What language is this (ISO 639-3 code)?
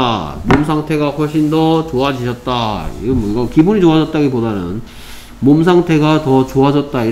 kor